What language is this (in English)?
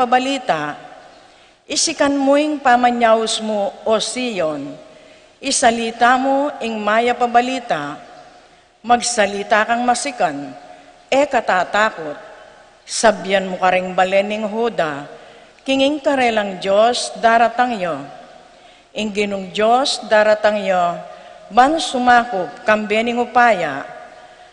Pampanga